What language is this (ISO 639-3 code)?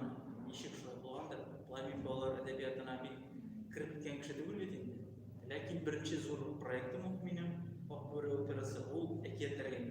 tat